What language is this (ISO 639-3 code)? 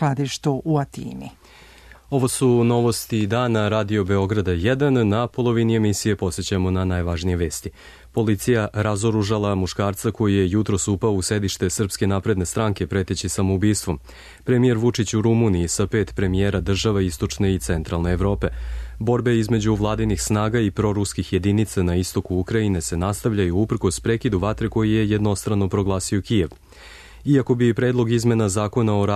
srp